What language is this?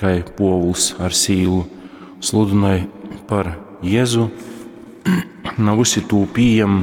Latgalian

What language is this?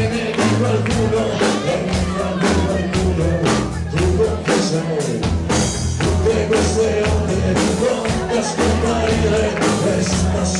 Italian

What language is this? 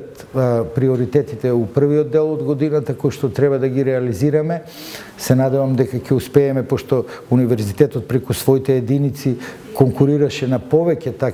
Macedonian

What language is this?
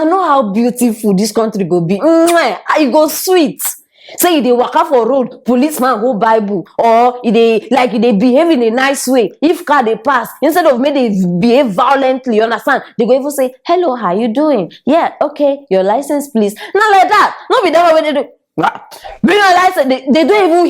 Nigerian Pidgin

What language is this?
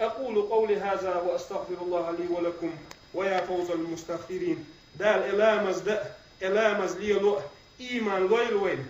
Chechen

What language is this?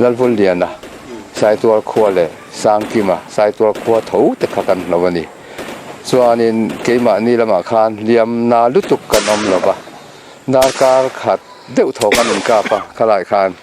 Mizo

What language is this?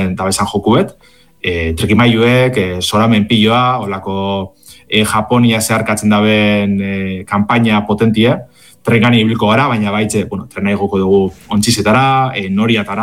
Basque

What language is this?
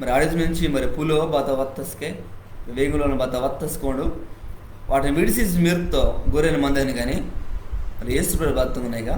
Koya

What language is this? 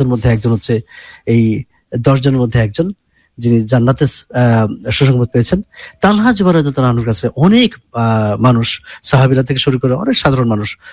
Bangla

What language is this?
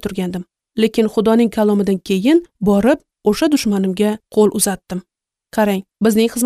Uzbek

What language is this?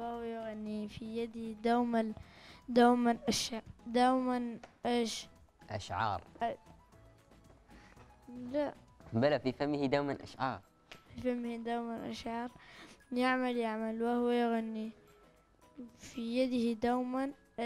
Arabic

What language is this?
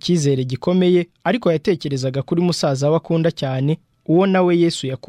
Kinyarwanda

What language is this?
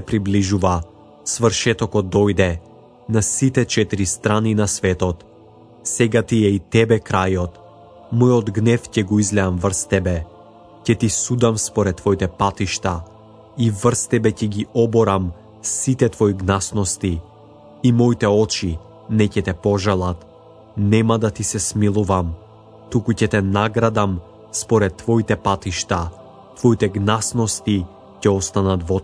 Macedonian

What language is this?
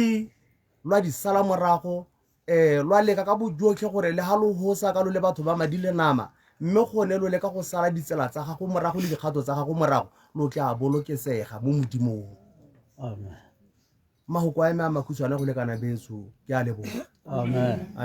Tswana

